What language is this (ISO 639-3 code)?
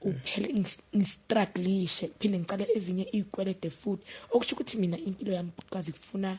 zul